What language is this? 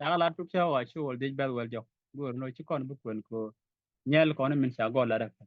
Nuer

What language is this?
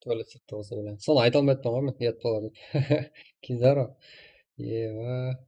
Kara-Kalpak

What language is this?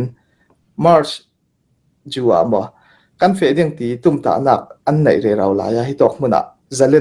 Hakha Chin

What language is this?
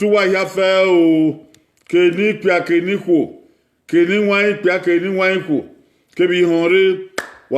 Bini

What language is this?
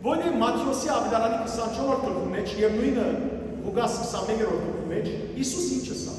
Western Armenian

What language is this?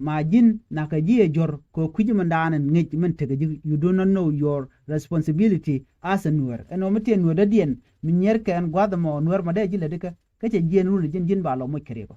Nuer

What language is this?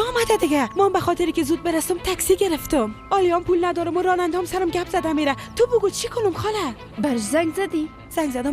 Persian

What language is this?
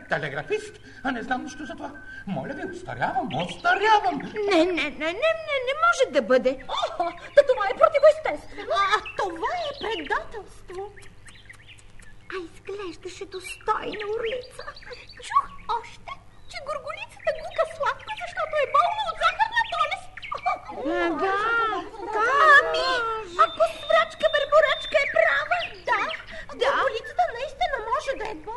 Bulgarian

